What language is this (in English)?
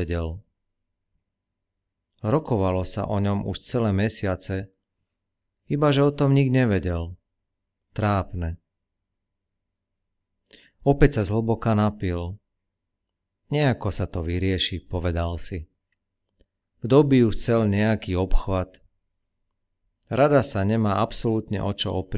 Slovak